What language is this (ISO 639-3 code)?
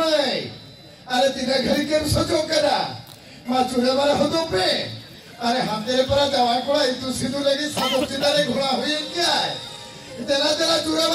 sat